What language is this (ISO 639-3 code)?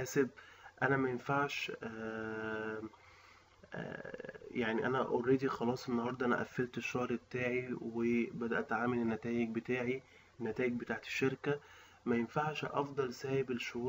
arz